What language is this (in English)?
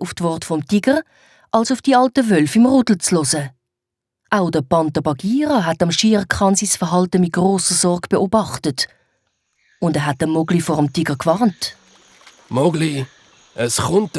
Swiss German